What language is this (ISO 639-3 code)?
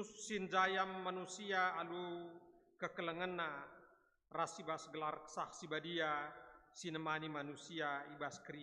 btx